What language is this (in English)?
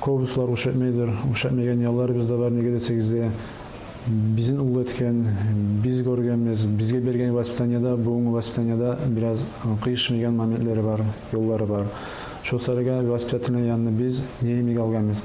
Kumyk